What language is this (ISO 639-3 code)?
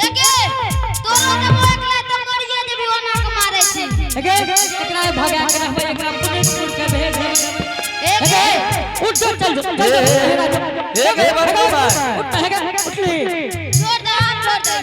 anp